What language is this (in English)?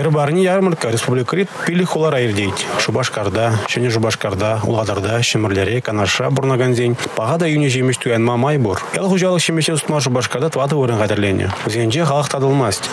Chuvash